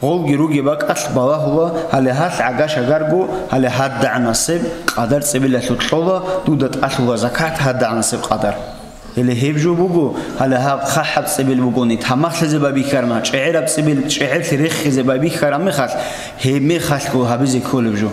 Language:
Avaric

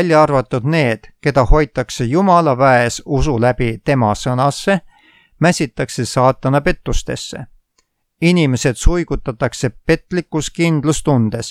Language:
Estonian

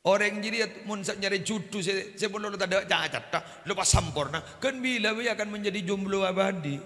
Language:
Madurese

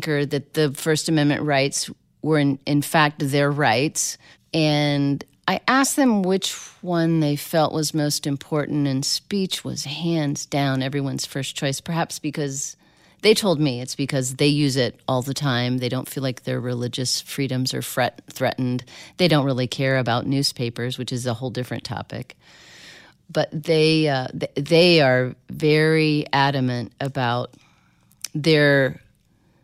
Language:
English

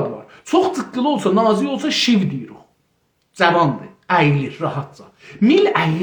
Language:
South Azerbaijani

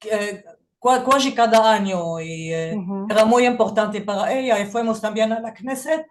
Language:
Ladino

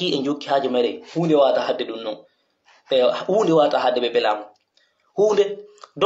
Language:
Pular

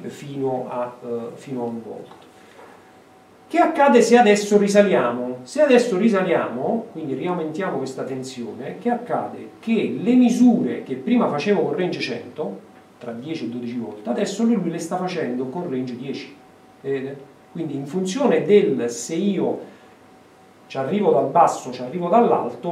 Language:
Italian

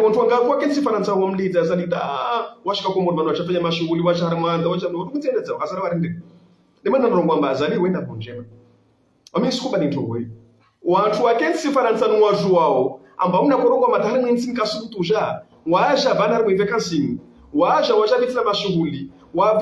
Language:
Ngazidja Comorian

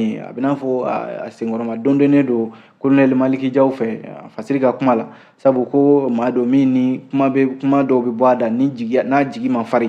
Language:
Bambara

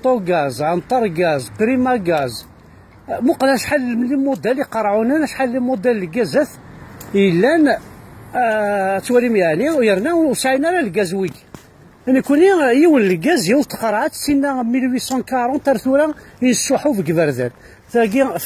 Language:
Kabyle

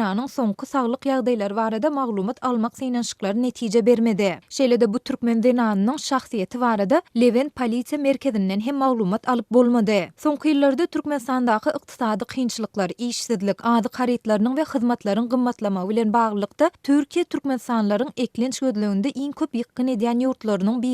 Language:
Turkmen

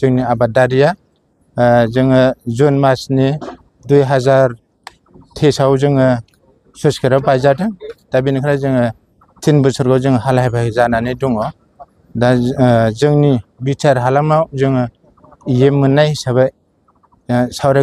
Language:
Bodo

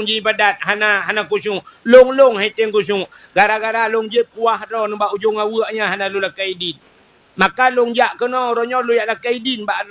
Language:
Achinese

